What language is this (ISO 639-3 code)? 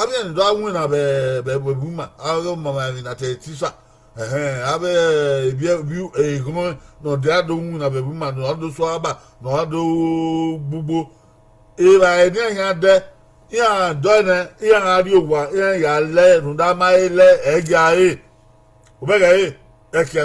bin